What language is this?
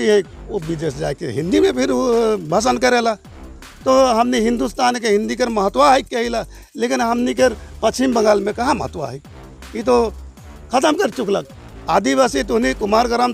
Sadri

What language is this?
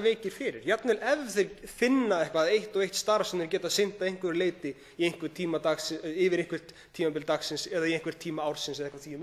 Icelandic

